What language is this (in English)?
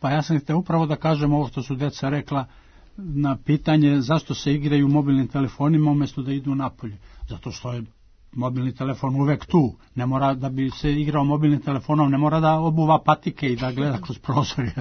Serbian